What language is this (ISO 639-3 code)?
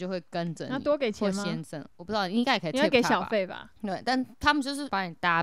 zho